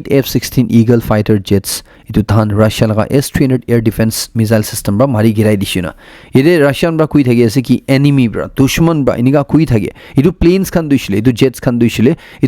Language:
Naga Pidgin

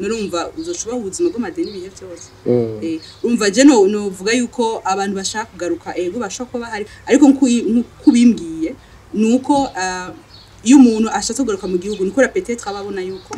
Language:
Rundi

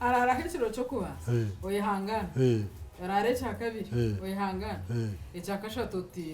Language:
Nyankole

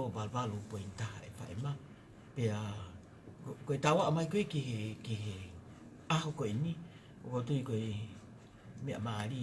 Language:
Tongan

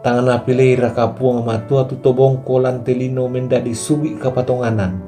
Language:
Toraja-Sa'dan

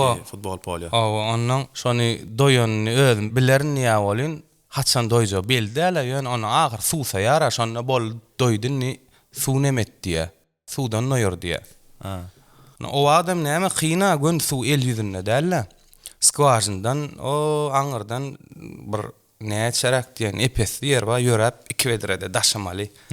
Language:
Turkmen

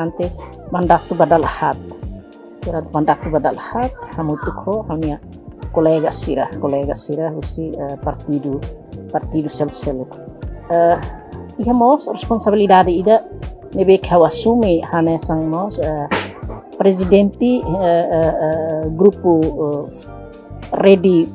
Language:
Tetum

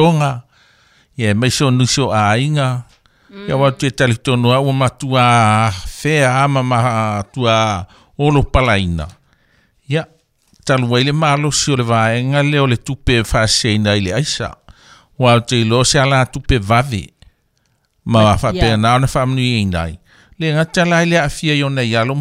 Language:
Samoan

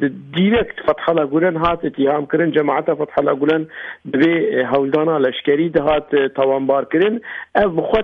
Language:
Kurdish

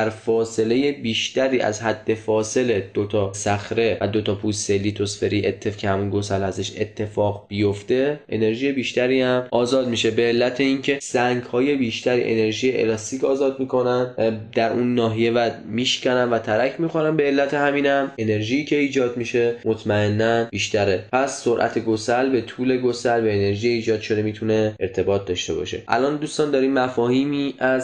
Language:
Persian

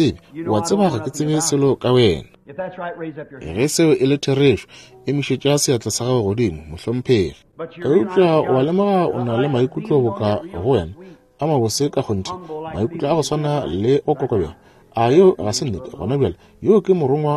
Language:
Northern Sotho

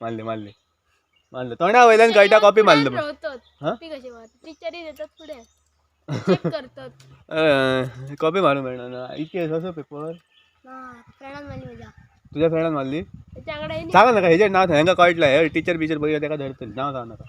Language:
Konkani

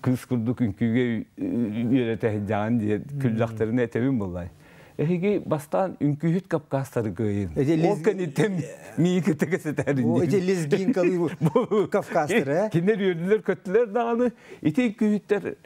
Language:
Yakut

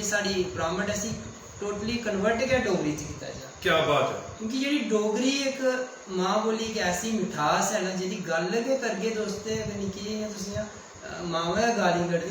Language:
Dogri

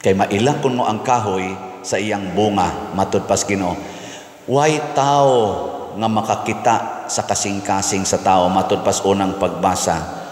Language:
Cebuano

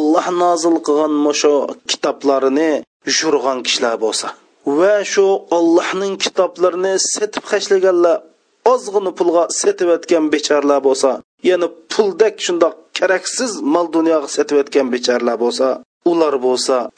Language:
Uyghur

